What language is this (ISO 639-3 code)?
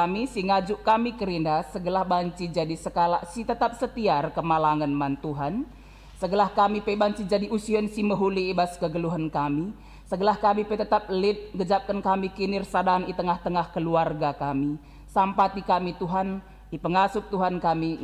btx